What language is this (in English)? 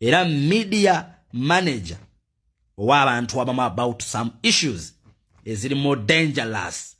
Ganda